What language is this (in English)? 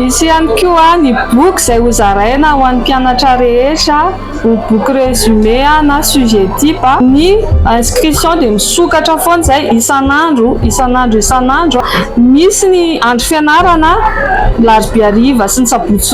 Malagasy